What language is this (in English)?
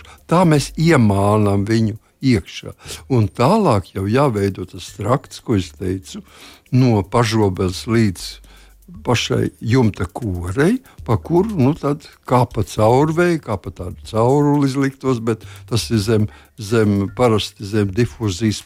Latvian